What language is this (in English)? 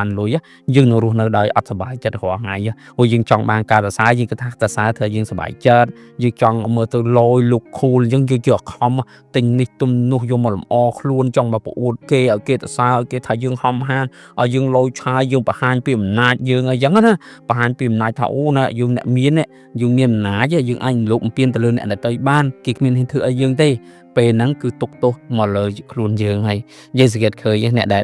Khmer